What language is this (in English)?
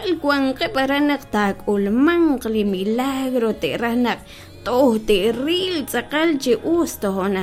Kekchí